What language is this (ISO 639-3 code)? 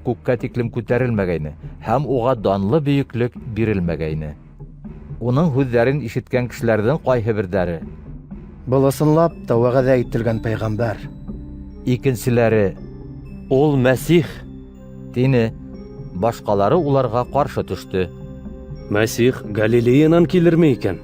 bak